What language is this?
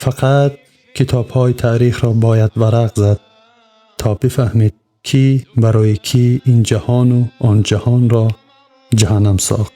Tajik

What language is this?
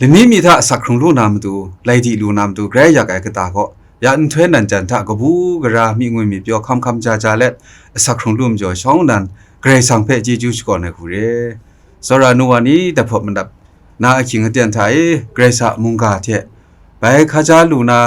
Kachin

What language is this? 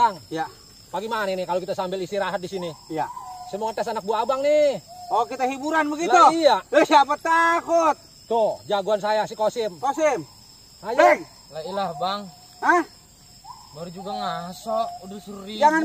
Betawi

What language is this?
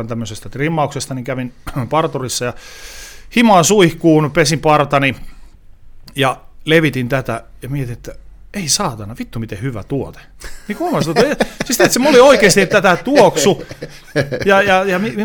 Finnish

